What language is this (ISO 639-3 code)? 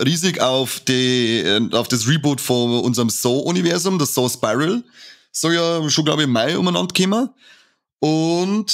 bar